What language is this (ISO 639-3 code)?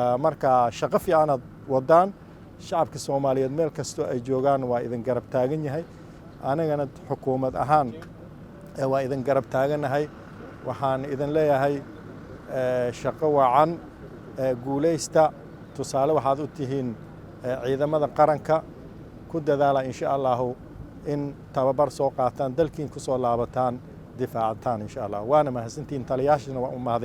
som